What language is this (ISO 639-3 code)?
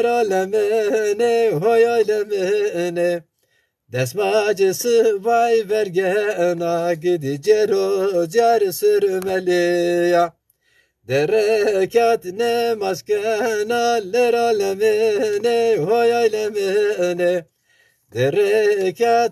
zza